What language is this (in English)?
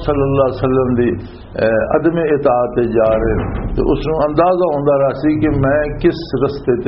Western Panjabi